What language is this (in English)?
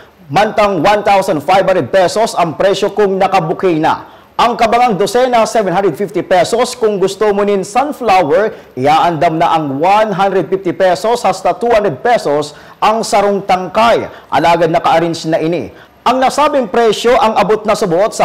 Bikol